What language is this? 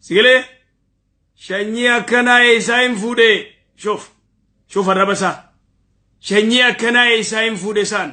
Oromo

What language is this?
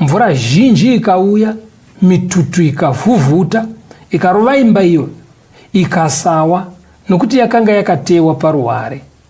Shona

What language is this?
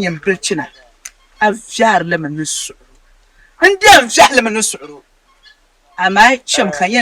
Dagbani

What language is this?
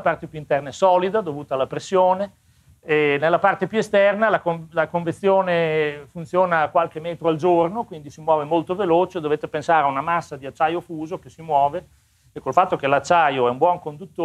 Italian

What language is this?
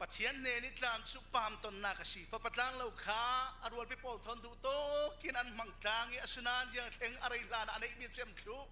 Falam Chin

